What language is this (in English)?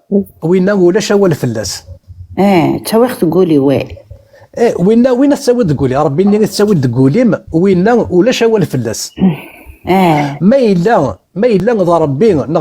Kabyle